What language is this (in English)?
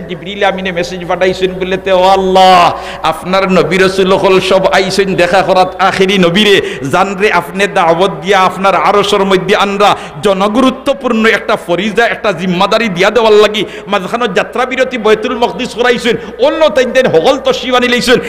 Sylheti